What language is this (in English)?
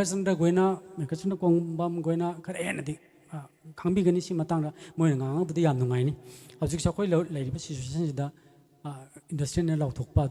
Manipuri